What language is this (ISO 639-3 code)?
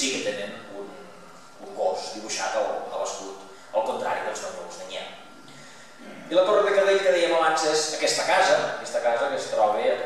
cat